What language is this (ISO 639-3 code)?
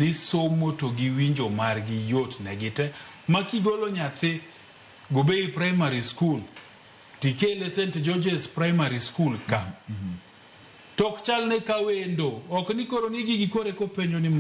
luo